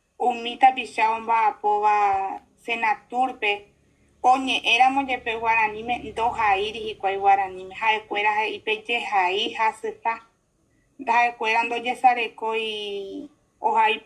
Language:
Guarani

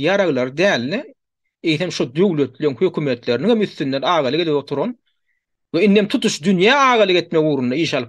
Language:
Turkmen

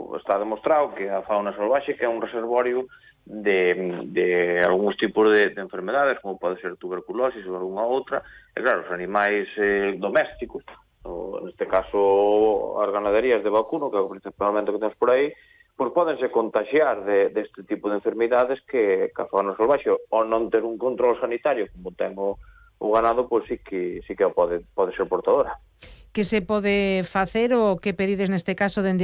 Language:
Galician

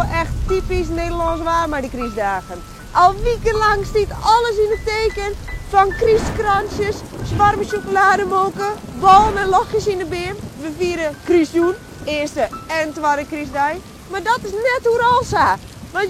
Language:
Western Frisian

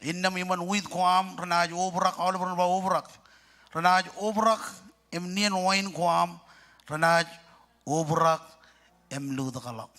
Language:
Marshallese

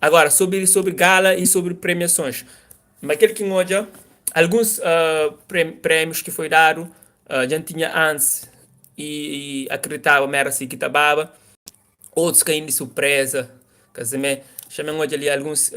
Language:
Kabuverdianu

